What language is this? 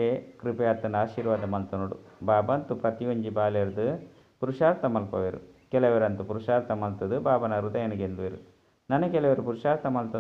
Tulu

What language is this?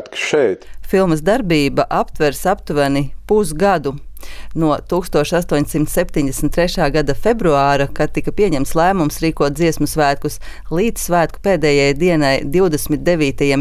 Latvian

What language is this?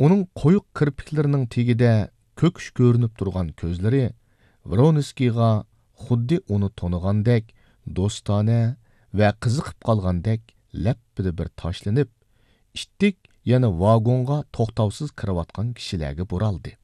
Uyghur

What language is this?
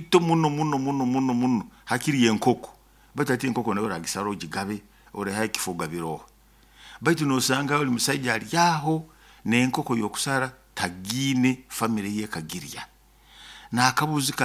Nyoro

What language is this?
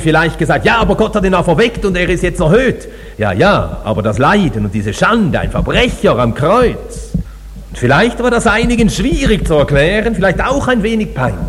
German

